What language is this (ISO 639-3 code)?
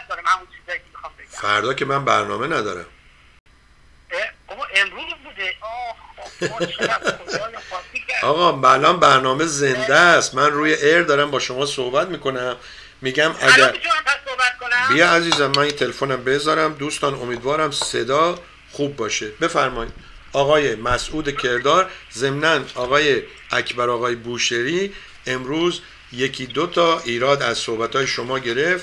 fas